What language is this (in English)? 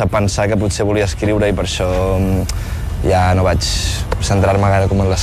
Catalan